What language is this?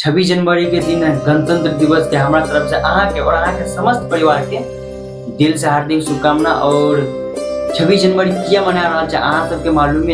Maithili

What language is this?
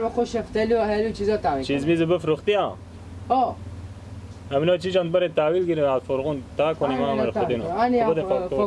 Persian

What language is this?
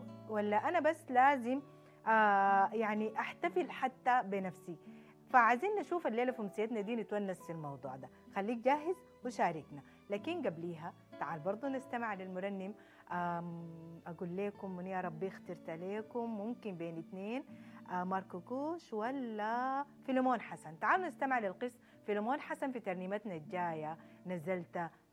Sudanese Arabic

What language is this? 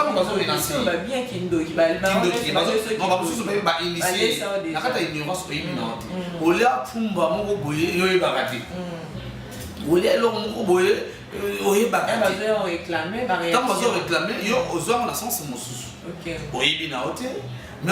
Lingala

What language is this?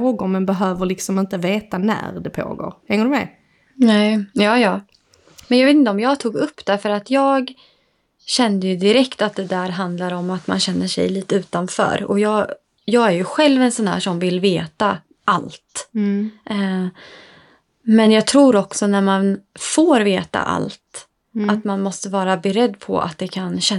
Swedish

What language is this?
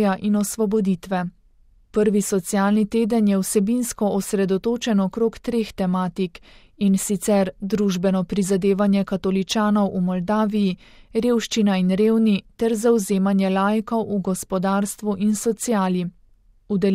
Slovenian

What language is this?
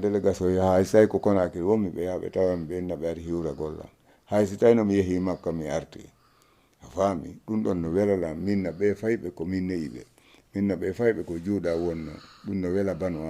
Fula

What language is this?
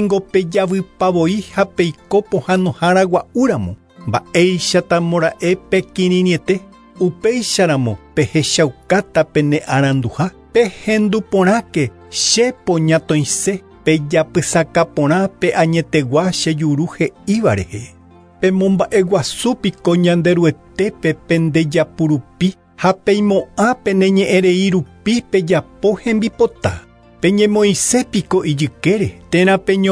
Guarani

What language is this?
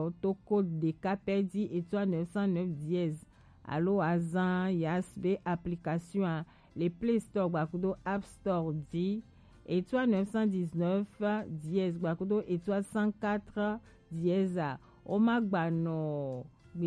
Gen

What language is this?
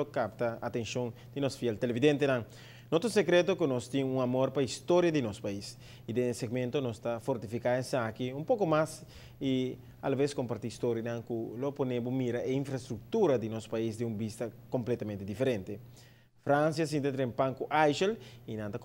Papiamento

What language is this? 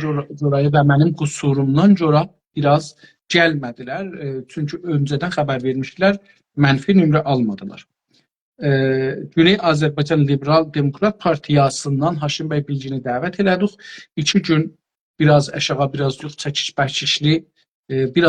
South Azerbaijani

